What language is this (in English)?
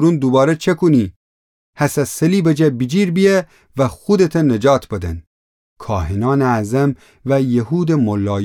Gilaki